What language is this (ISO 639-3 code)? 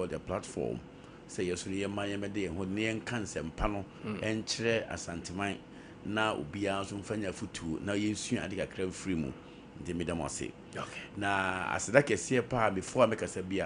aka